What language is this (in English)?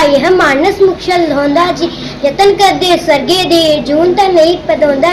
Dogri